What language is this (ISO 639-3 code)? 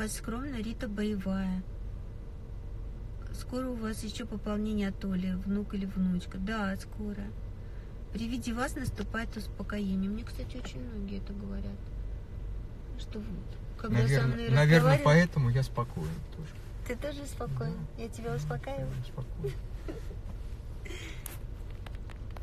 rus